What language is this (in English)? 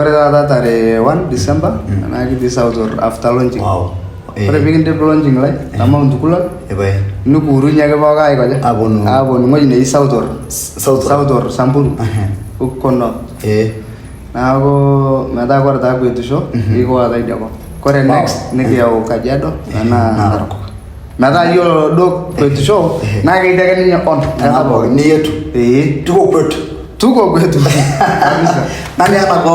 Masai